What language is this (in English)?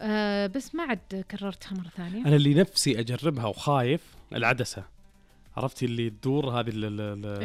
Najdi Arabic